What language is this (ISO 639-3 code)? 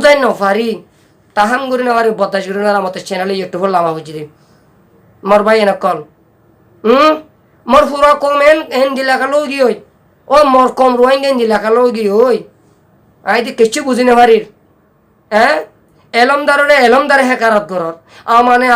rhg